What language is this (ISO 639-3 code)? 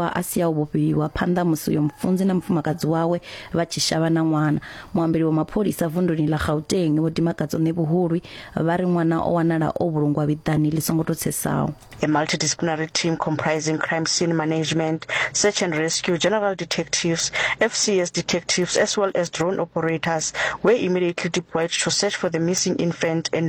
ven